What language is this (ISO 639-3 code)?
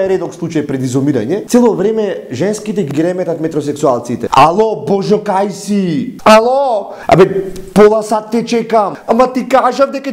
mkd